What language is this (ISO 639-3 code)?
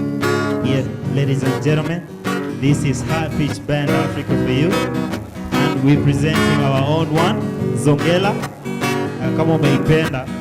mer